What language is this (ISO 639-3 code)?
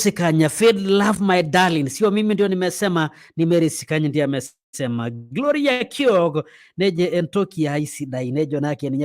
mas